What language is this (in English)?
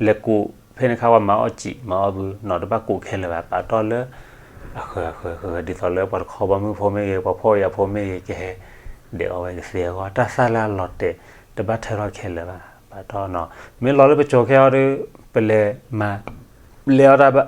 S'gaw Karen